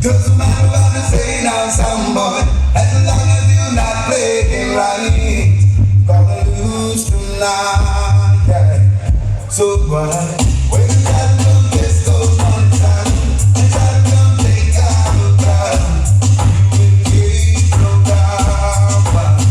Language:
Jamaican Creole English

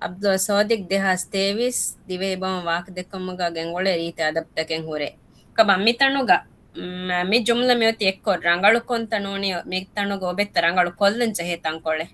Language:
Divehi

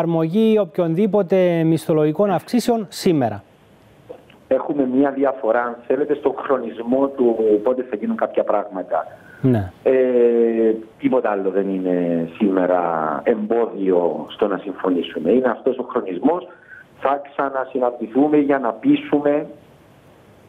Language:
Greek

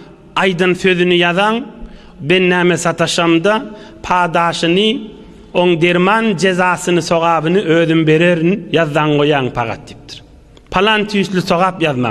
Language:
Turkmen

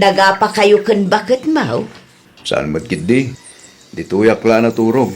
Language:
Iloko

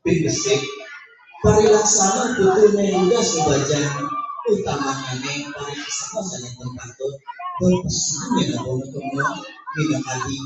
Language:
Balinese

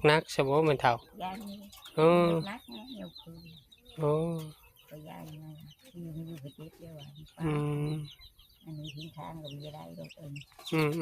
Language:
Northeastern Thai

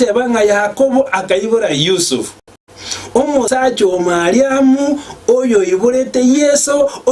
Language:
Gusii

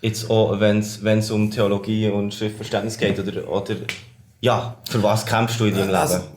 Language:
Swiss German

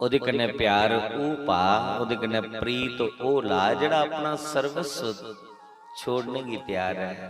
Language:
Dogri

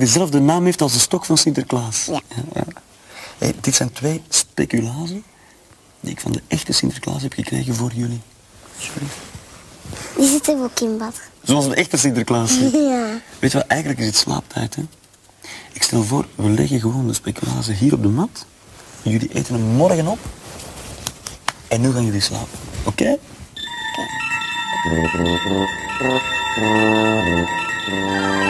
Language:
Dutch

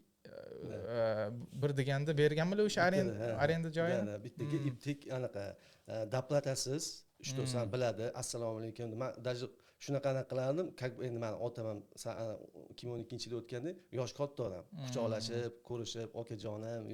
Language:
Uzbek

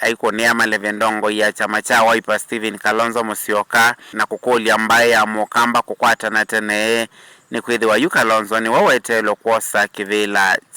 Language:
Kamba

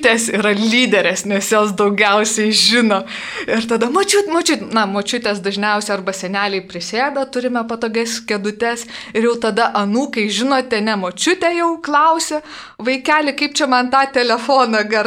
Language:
Lithuanian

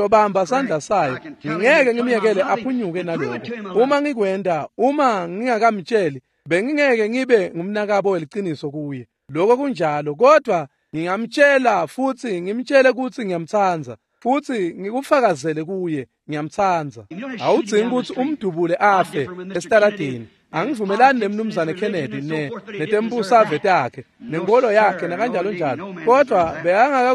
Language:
Swati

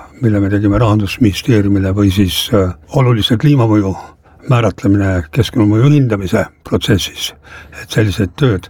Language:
Estonian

